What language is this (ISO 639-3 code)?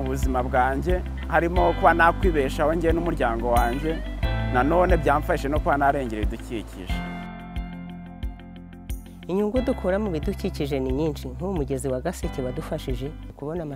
kin